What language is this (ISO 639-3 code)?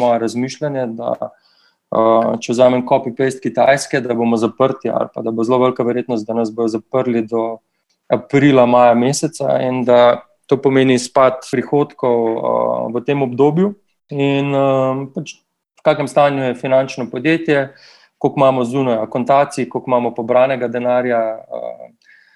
slv